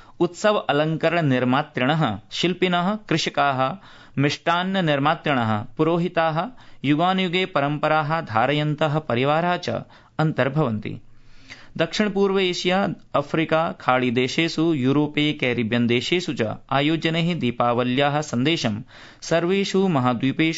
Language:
Sanskrit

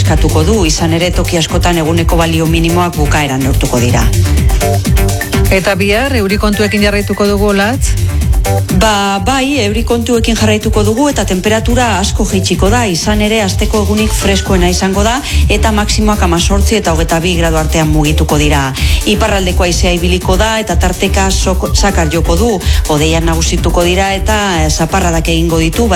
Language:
Basque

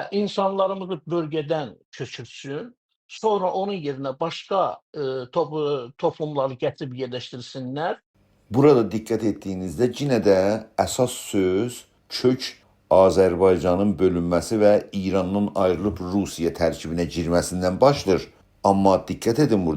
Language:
South Azerbaijani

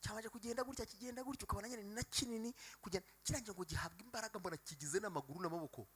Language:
Kinyarwanda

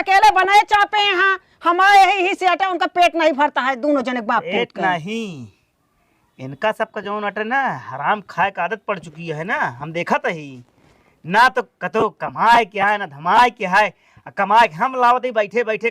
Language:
Awadhi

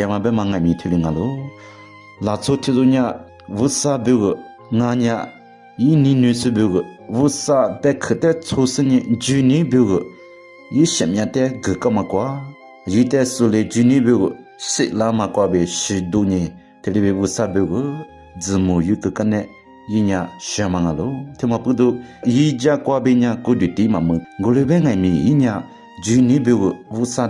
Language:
Lisu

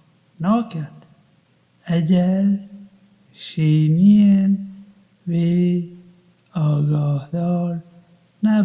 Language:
Kurdish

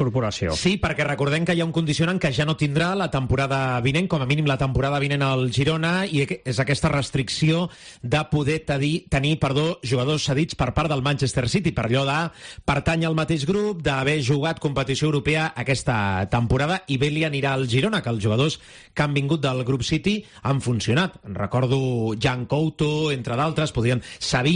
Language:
Catalan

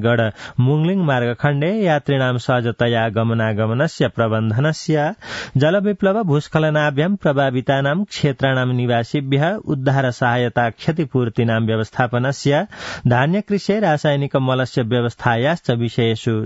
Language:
Sanskrit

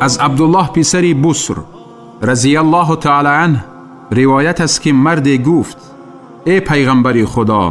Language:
Tajik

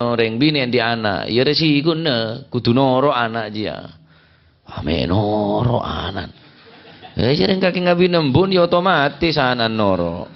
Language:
Madurese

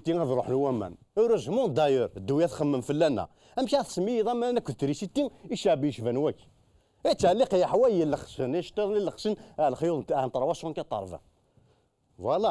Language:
Kabyle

